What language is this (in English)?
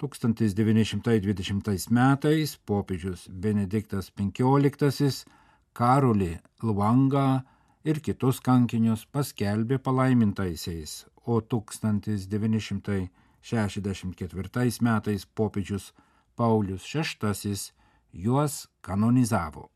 Lithuanian